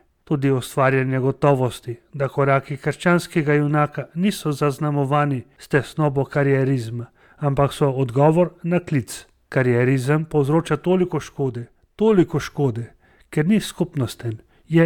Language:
Slovenian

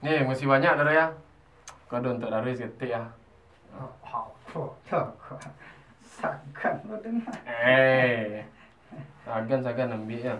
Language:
Minangkabau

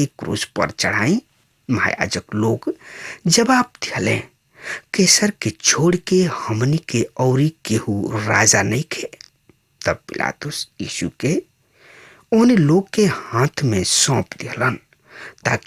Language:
Bhojpuri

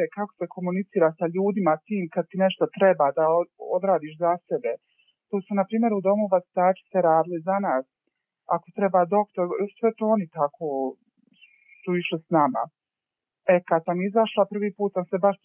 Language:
Bosnian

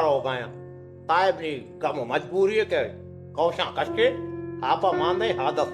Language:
Baluchi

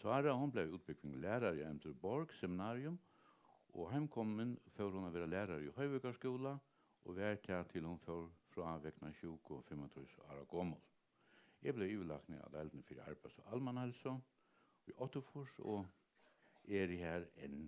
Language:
Faroese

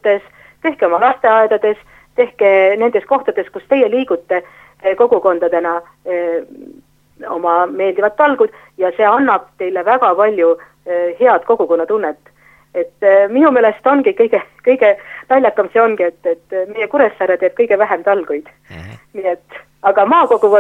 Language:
Estonian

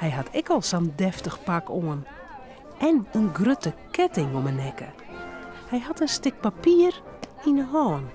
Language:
Western Frisian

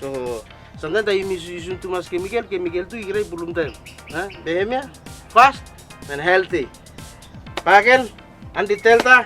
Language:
Bislama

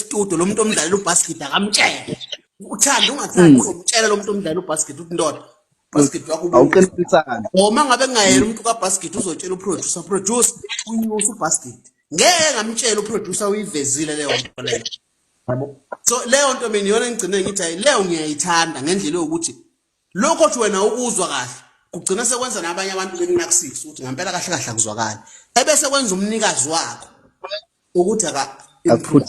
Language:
Zulu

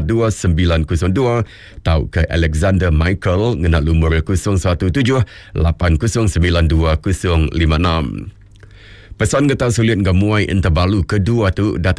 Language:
Iban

